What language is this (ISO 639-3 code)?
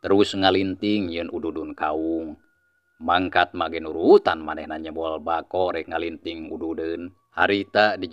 sun